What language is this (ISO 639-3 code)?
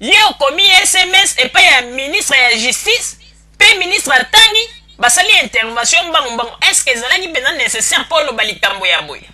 lin